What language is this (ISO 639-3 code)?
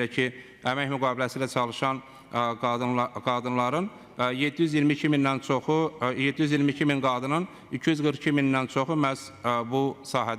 aze